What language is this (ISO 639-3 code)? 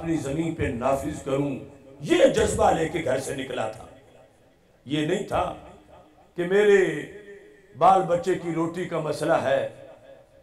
urd